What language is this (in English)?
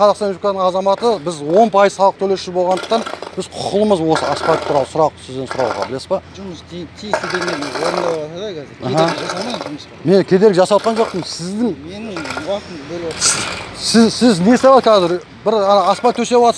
Kazakh